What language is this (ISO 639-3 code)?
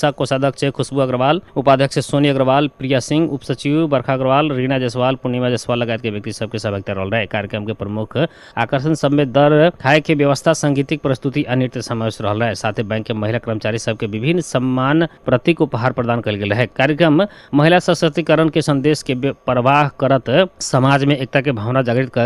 bho